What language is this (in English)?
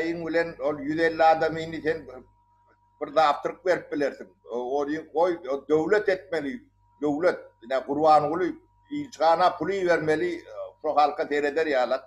Turkmen